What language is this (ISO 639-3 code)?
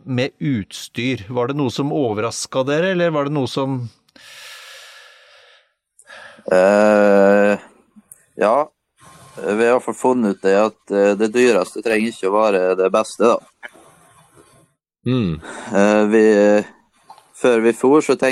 nor